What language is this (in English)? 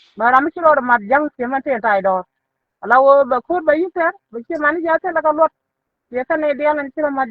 Nuer